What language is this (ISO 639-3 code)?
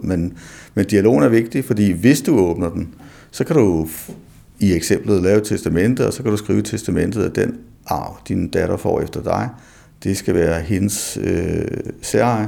dan